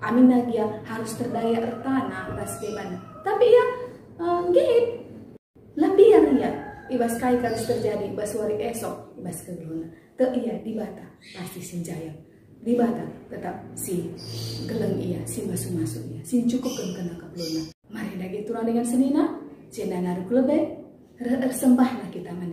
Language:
Batak Karo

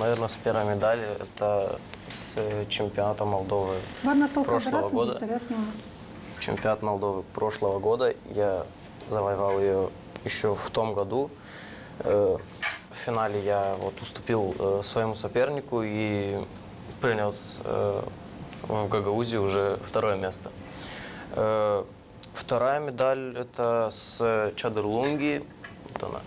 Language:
Gagauz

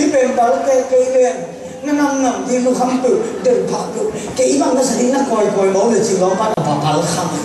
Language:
Tedim Chin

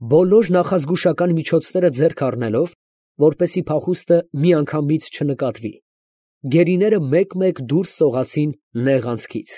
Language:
Armenian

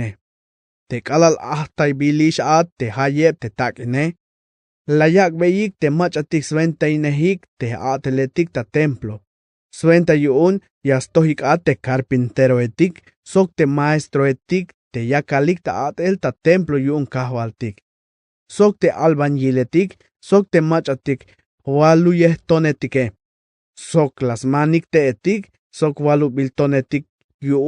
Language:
Tzeltal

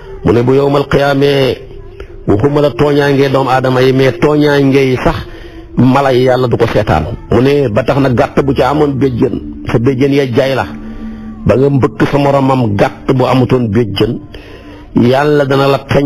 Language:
Wolof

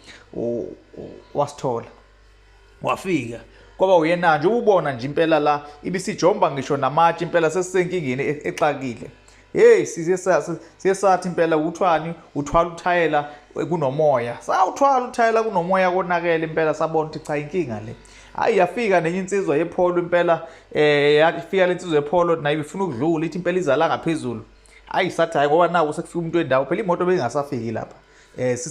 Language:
Zulu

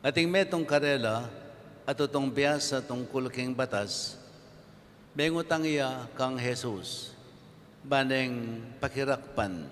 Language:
Pampanga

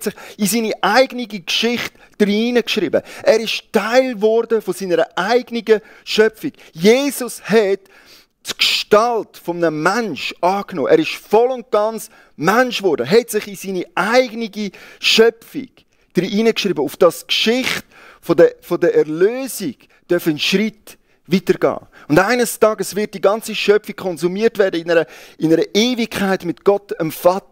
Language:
Swiss German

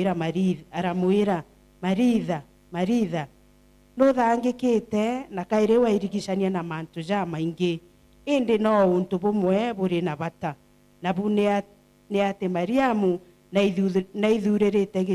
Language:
Meru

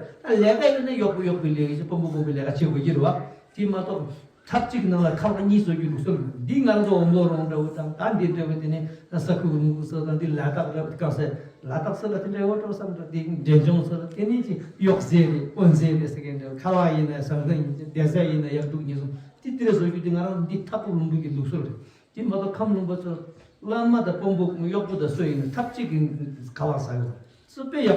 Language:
Tibetan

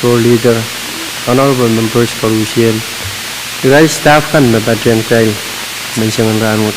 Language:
Pohnpeian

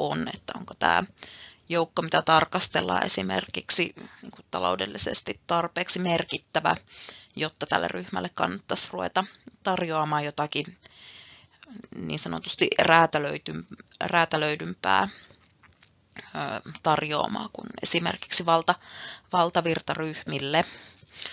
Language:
Finnish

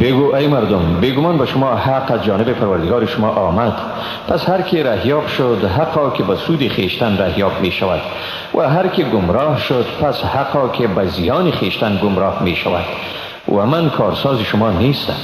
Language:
Persian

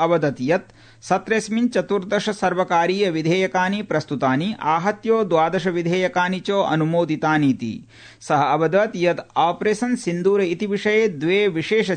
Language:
Sanskrit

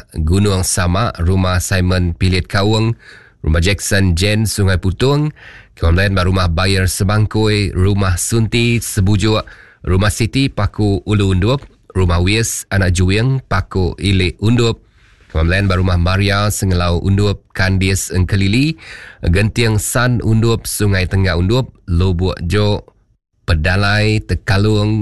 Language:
Iban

